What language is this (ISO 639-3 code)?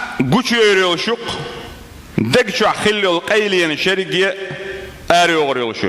che